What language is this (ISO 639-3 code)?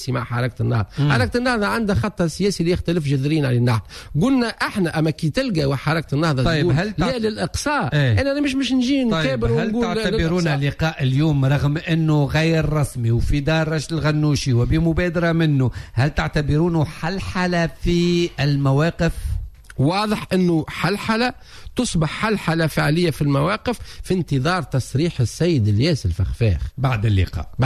aeb